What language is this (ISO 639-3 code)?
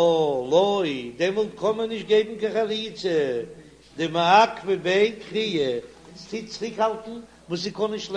yid